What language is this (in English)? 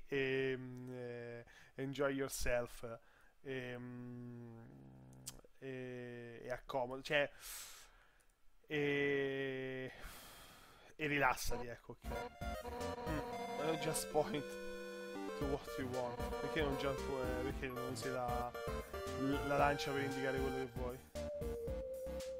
Italian